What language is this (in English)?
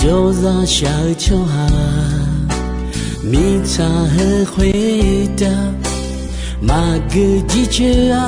Akha